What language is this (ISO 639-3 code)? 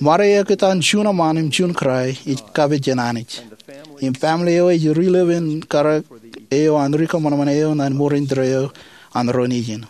mah